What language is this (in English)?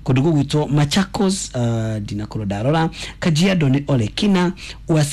Kikuyu